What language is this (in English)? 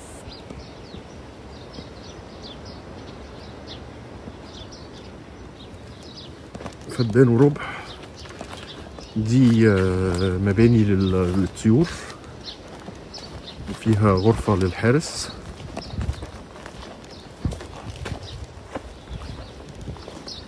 Egyptian Arabic